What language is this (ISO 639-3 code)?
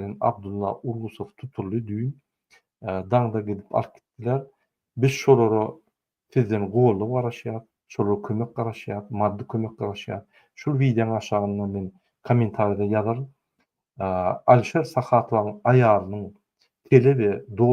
tuk